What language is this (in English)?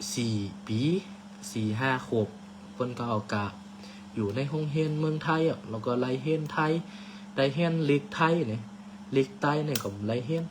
Shan